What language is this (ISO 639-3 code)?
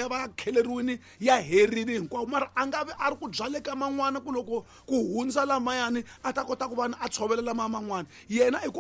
tso